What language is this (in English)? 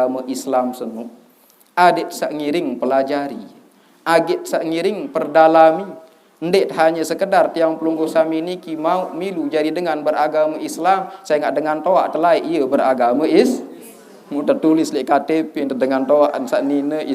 Sasak